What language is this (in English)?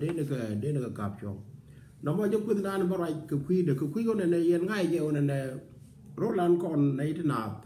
Nuer